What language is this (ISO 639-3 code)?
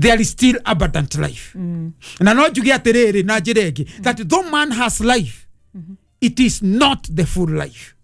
kik